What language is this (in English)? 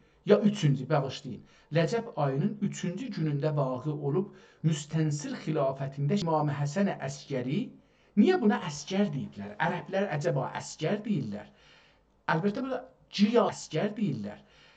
South Azerbaijani